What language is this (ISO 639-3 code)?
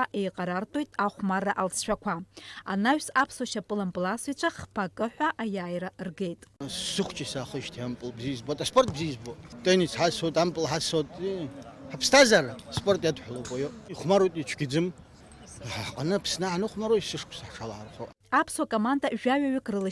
abk